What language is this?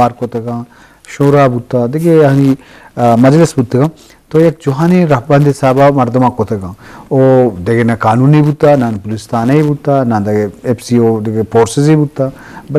Eastern Balochi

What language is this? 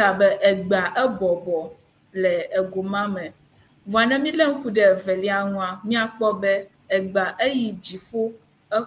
Ewe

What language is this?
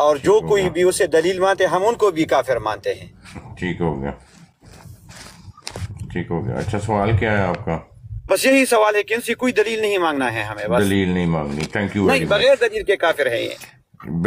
Urdu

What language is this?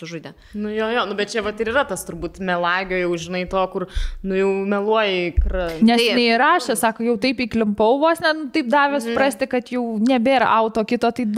Lithuanian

